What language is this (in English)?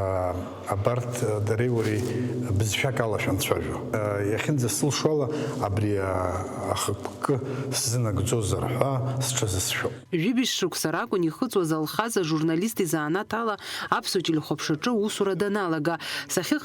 Abkhazian